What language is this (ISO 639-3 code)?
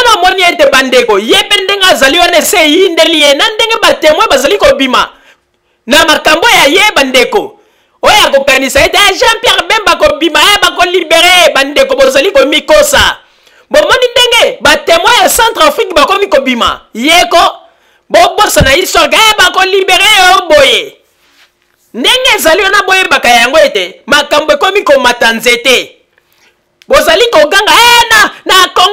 lin